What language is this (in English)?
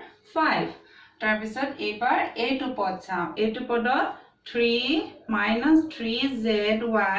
Assamese